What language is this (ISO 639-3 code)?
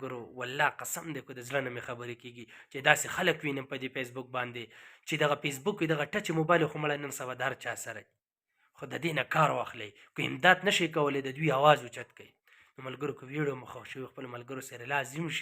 pus